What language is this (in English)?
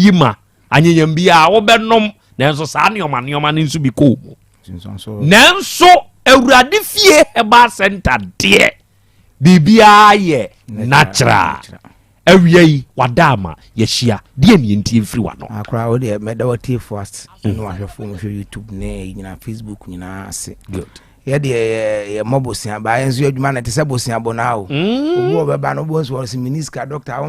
Akan